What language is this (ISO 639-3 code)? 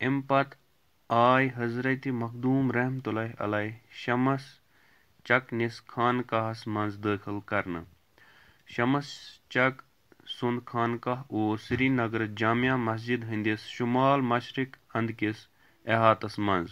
kas